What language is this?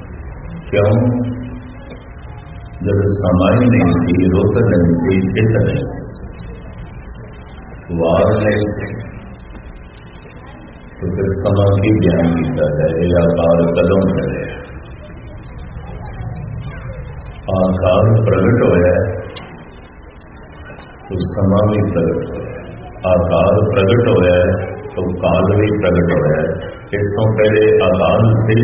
Punjabi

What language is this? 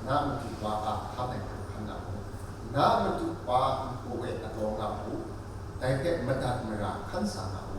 Kachin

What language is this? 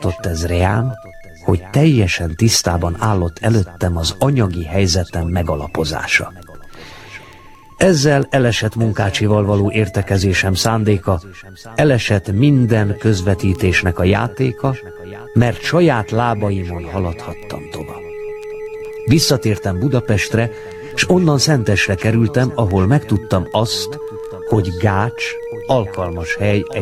Hungarian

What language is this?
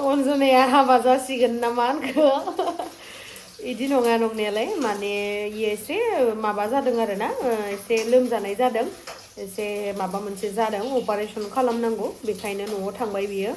Bodo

